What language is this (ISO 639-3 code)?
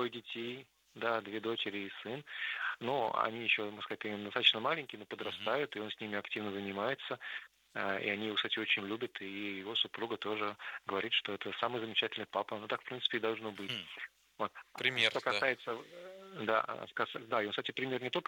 rus